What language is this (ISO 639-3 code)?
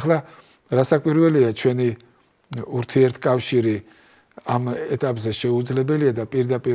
kat